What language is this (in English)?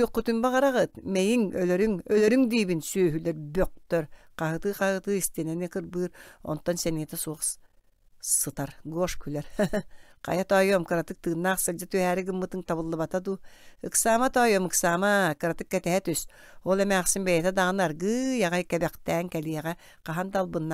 Yakut